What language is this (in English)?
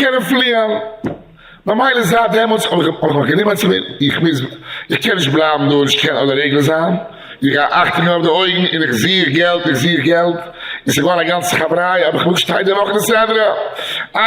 Yiddish